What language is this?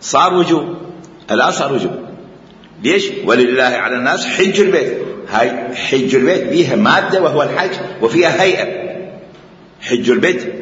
Mesopotamian Arabic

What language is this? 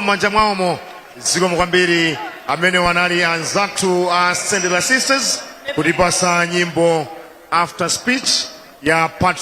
Nyanja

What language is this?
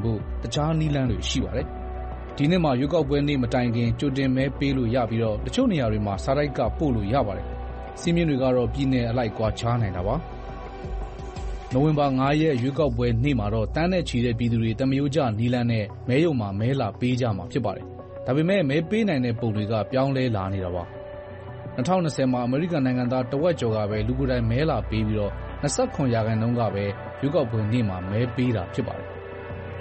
Burmese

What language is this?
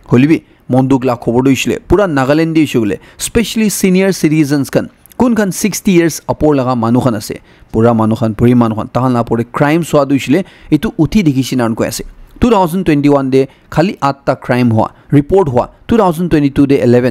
Naga Pidgin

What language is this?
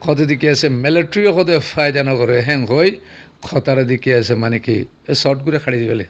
Rohingya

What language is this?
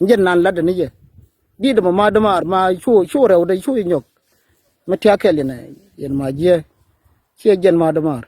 Nuer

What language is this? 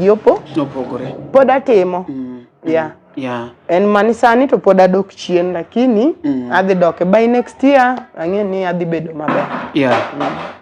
Luo (Kenya and Tanzania)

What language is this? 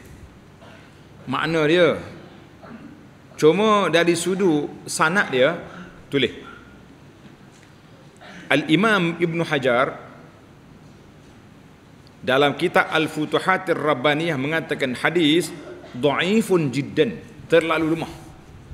Malay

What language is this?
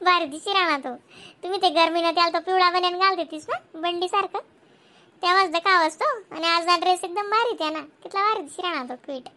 Khandesi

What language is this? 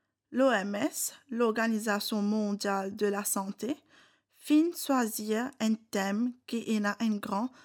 Morisyen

